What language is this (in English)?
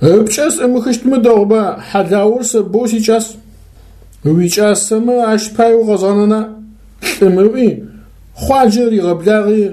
Adyghe